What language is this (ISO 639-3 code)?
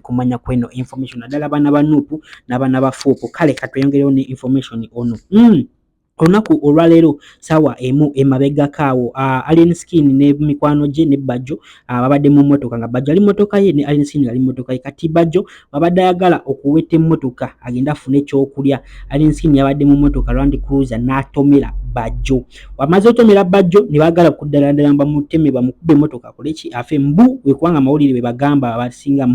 lug